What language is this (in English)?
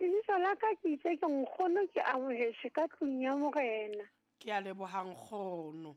Southern Sotho